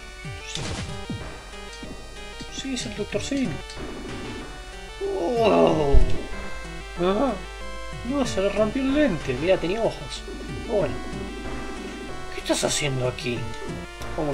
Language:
Spanish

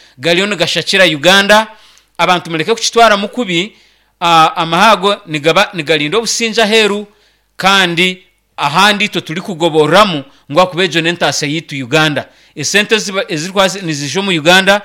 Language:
Nyankole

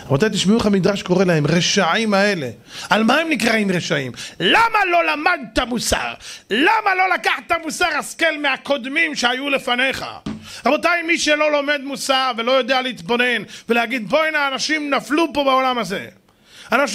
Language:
Hebrew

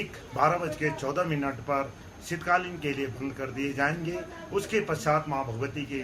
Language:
Garhwali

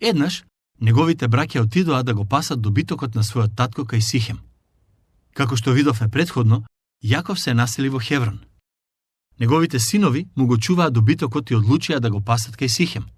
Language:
Macedonian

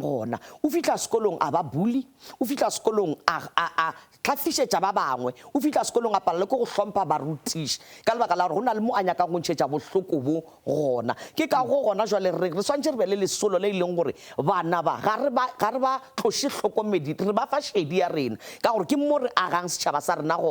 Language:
Northern Sotho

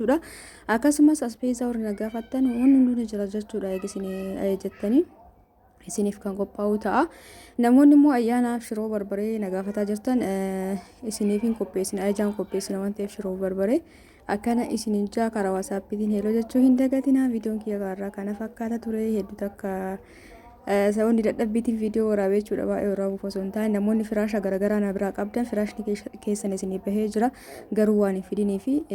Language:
Oromo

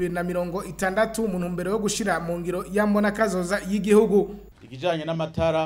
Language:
Rundi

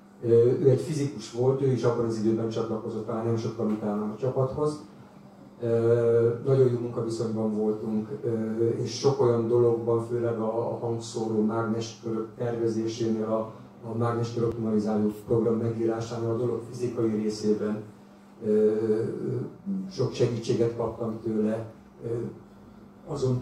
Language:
Hungarian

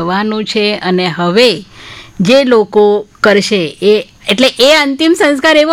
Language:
Gujarati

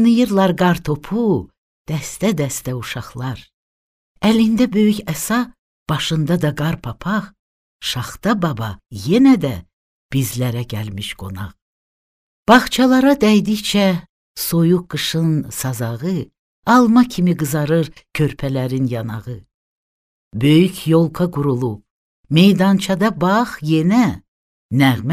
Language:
Azerbaijani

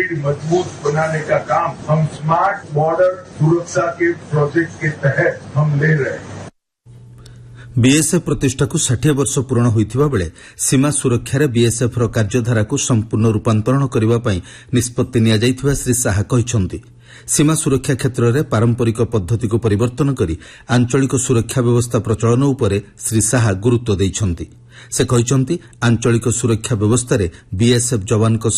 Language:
Odia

